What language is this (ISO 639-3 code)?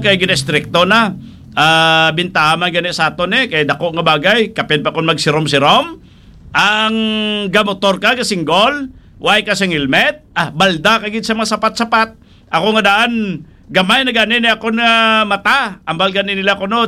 hil